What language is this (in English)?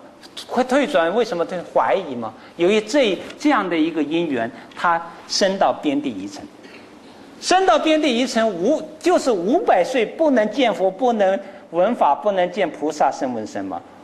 Chinese